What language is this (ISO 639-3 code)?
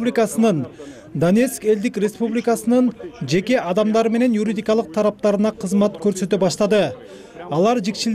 kir